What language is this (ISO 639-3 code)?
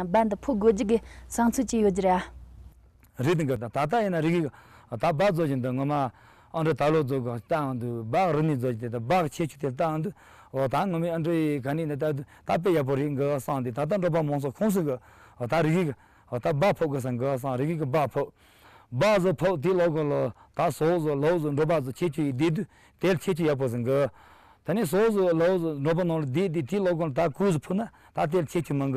bod